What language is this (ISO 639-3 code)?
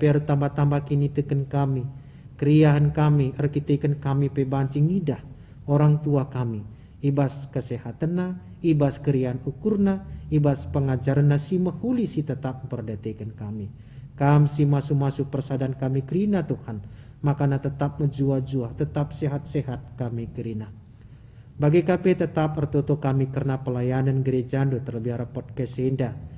btx